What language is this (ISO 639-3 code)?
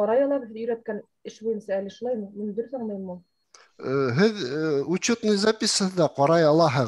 bak